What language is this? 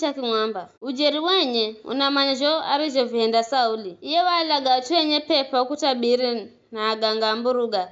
Giryama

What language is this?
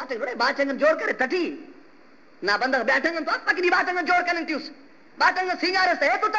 Brahui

